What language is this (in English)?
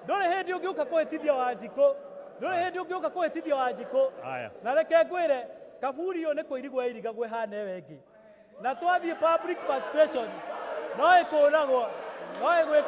Kikuyu